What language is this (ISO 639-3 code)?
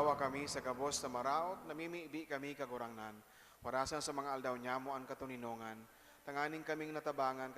bik